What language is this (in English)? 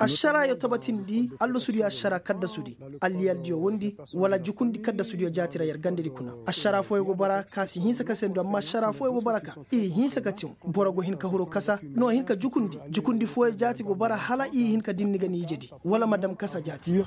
Koyraboro Senni